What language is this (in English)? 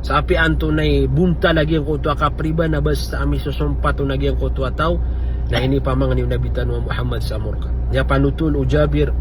Maranao